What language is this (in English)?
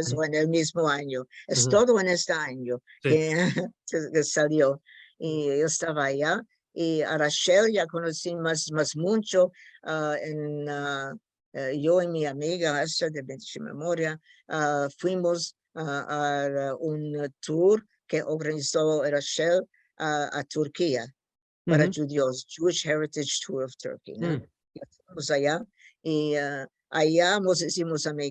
Ladino